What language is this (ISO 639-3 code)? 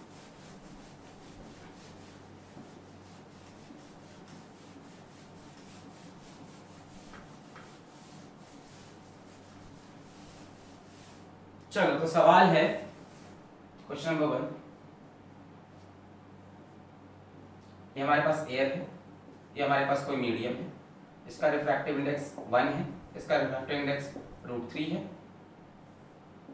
hin